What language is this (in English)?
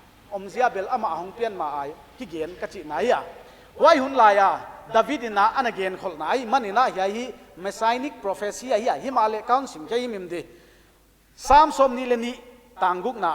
Paite Chin